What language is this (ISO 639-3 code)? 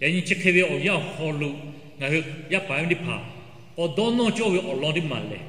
lhu